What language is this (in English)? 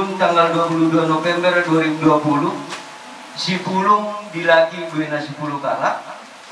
Batak Karo